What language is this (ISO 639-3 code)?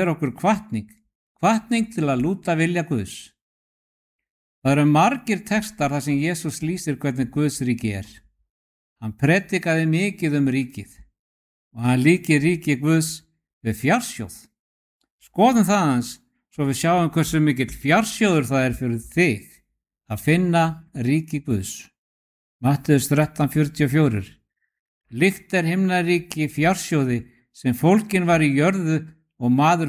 isl